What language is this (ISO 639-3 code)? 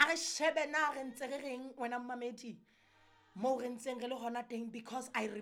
sot